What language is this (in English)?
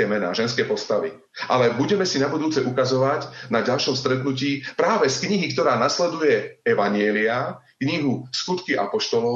Slovak